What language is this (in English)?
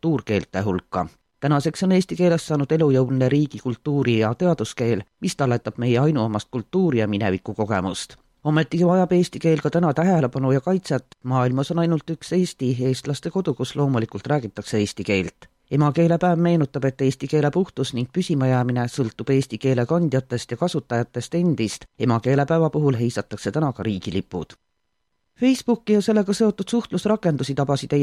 Estonian